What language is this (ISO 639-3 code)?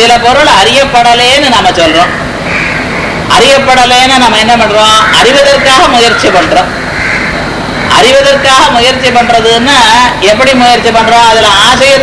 tam